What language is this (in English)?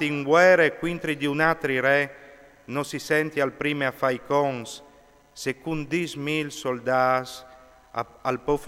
Friulian